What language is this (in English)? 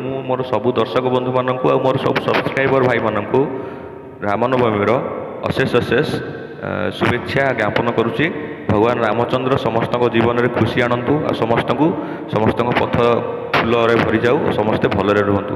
Odia